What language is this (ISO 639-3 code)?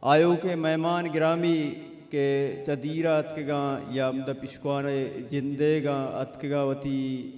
bal